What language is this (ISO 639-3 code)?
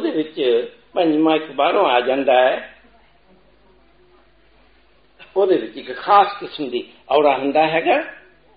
pan